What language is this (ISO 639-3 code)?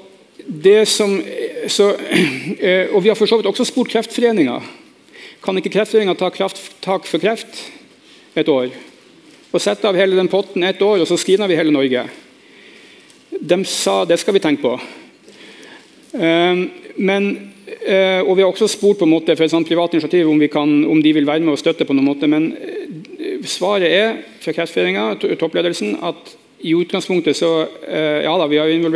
nor